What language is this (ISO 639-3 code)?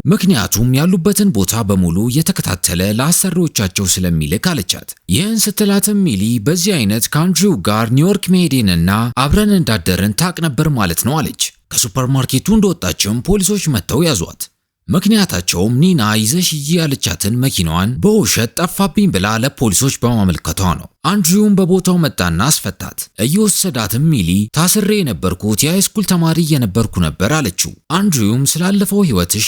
amh